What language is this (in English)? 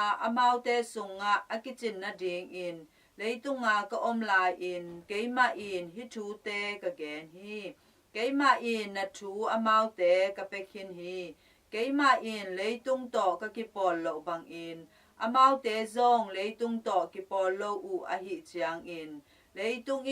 Tedim Chin